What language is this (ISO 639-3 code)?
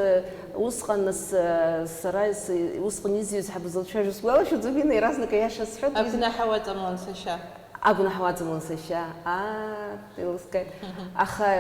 abk